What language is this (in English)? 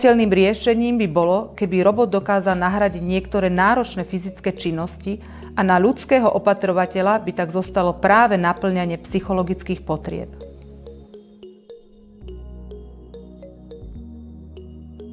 Slovak